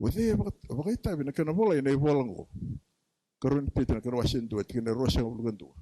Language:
Fijian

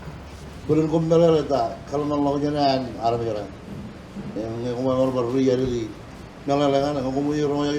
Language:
Marshallese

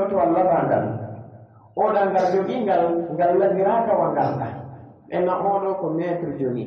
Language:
Pular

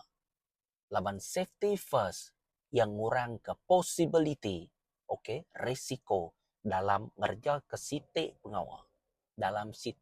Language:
Iban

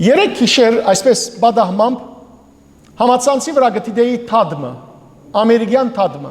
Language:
Western Armenian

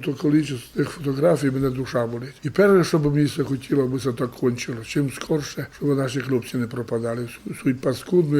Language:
Rusyn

